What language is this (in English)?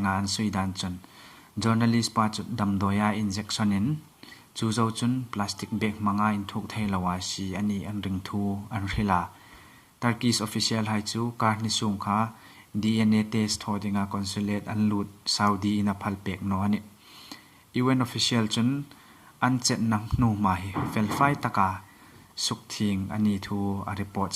Hmar